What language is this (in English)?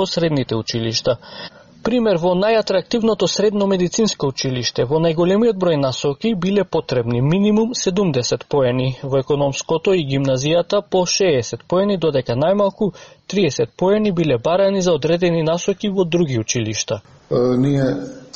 Macedonian